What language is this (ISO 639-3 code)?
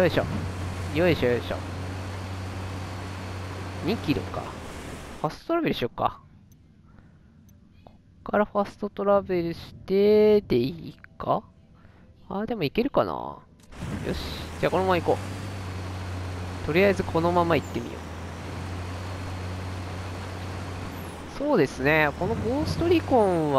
jpn